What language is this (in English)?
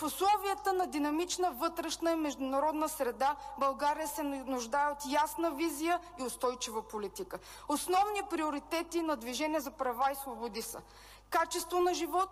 Bulgarian